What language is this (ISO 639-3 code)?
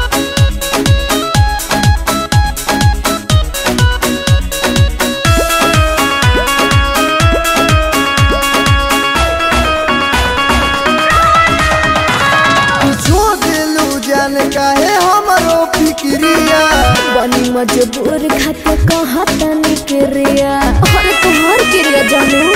bho